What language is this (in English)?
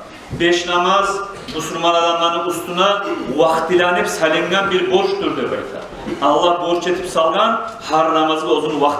Kumyk